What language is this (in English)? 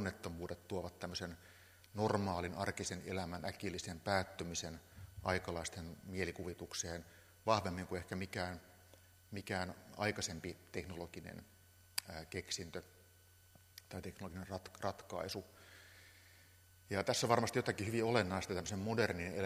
Finnish